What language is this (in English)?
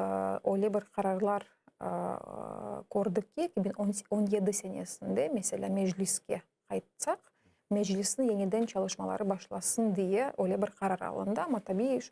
Crimean Tatar